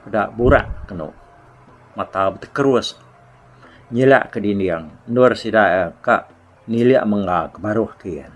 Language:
Iban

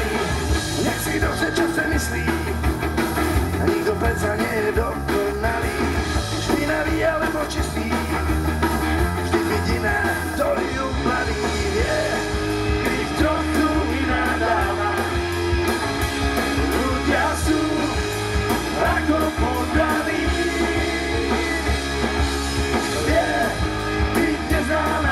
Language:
Slovak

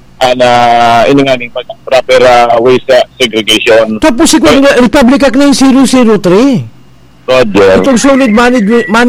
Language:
Bikol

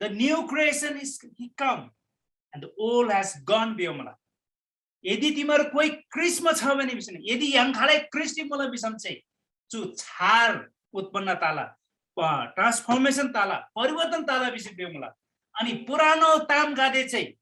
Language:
Eastern Tamang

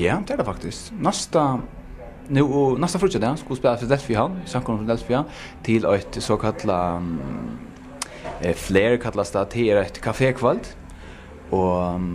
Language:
Faroese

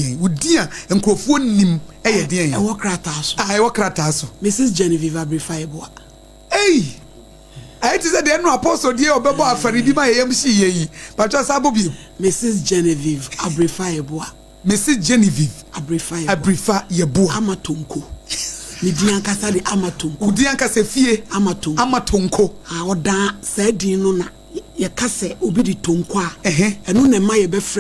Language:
Akan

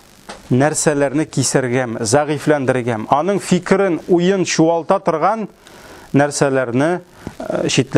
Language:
Tatar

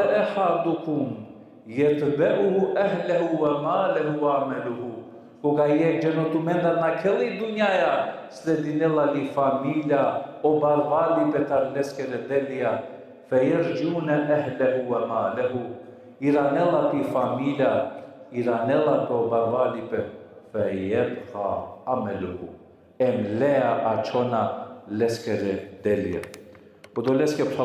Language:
Balkan Romani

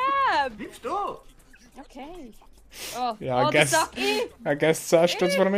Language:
Swiss German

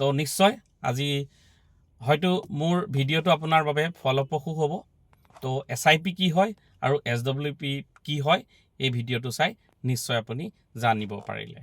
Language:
Assamese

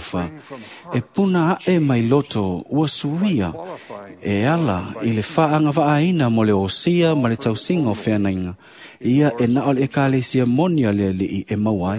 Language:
Samoan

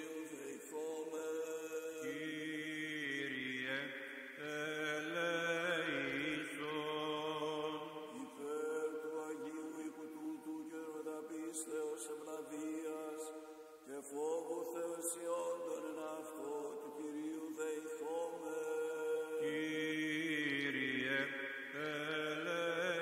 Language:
Greek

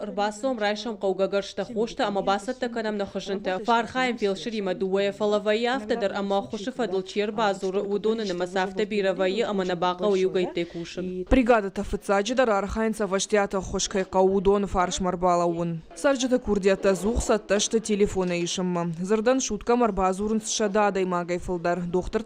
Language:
Ossetic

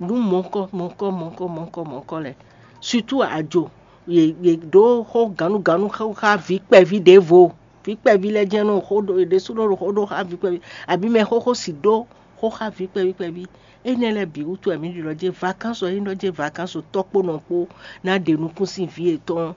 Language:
Fon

